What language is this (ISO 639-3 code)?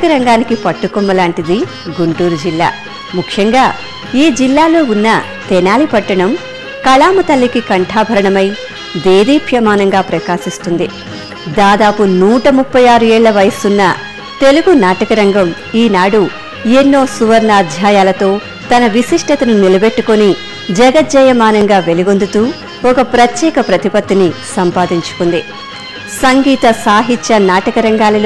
tel